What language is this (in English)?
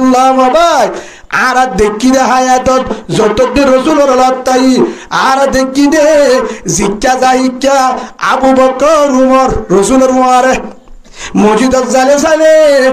Rohingya